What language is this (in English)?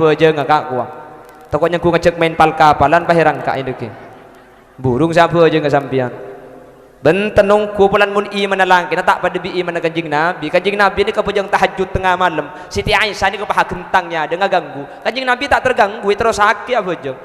Madurese